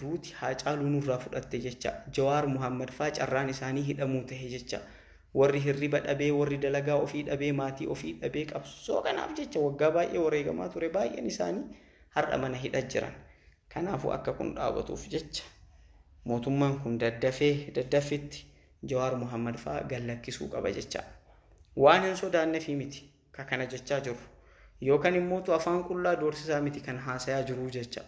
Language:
Oromo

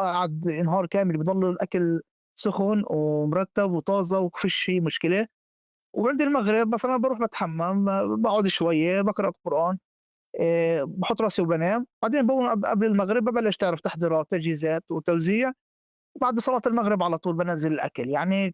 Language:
North Levantine Arabic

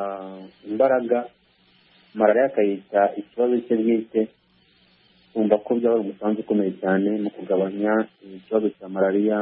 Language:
Kinyarwanda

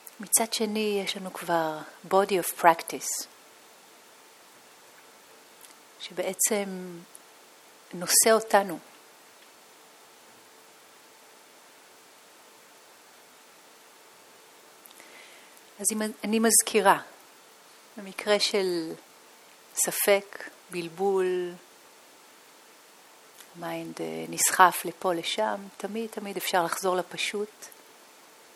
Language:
Hebrew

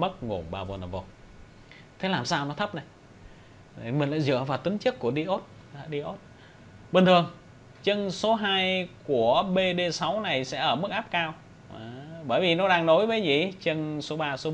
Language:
Vietnamese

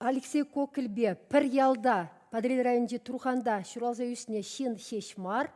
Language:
Chuvash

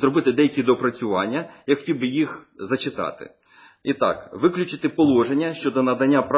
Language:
Ukrainian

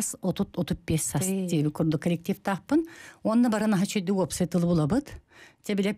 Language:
Yakut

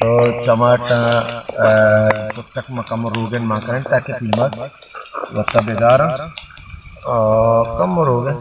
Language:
Baluchi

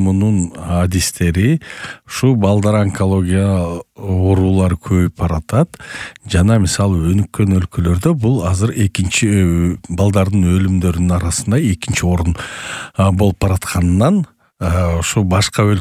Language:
Kyrgyz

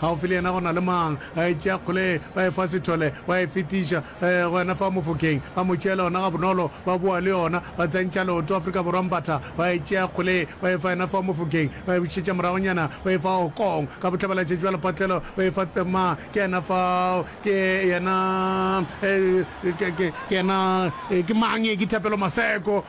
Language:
Northern Sotho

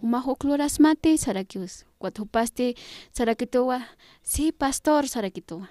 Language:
Aymara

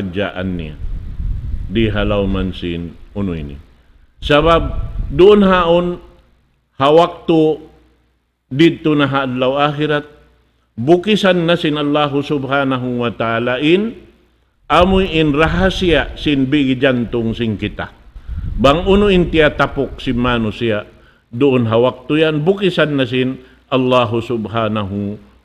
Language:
Tausug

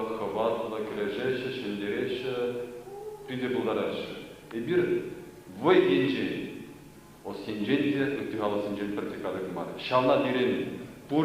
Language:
Chuvash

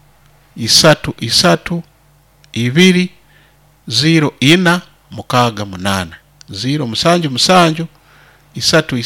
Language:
Nyoro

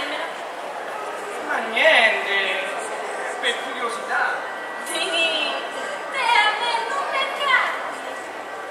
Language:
Italian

